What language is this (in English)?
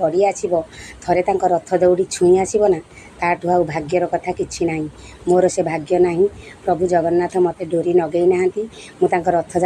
Odia